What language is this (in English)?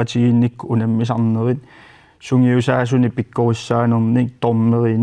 Kalaallisut